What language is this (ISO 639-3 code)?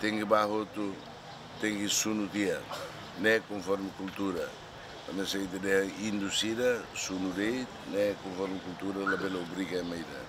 tet